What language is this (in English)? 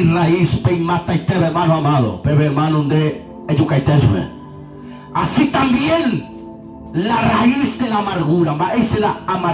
Guarani